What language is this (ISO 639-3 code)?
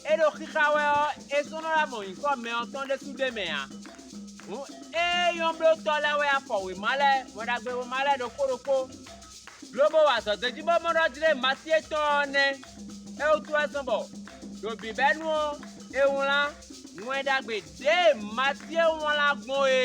fon